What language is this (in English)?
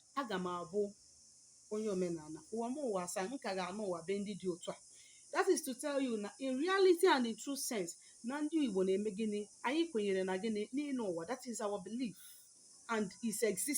Igbo